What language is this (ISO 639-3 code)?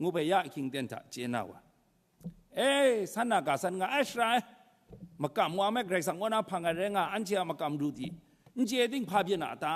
kac